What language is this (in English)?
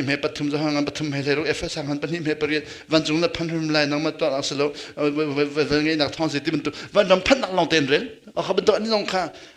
Hakha Chin